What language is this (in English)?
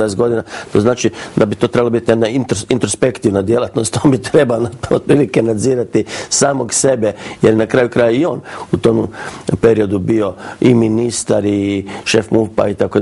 Croatian